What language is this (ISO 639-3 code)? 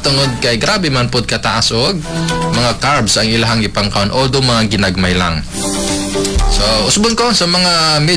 ceb